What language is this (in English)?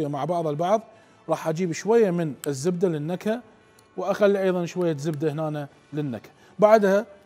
Mesopotamian Arabic